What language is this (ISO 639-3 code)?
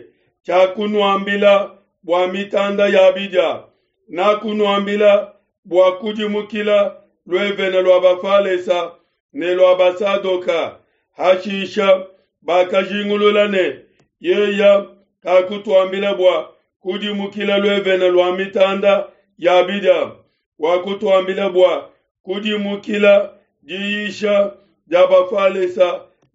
lua